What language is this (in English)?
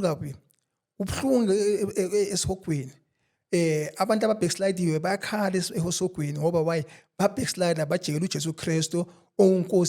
Zulu